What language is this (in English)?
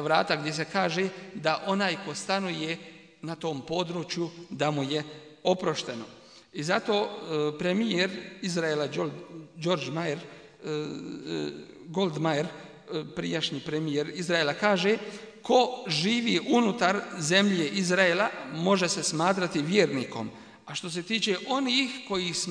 Bosnian